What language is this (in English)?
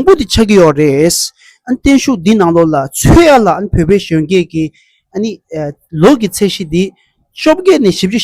Tibetan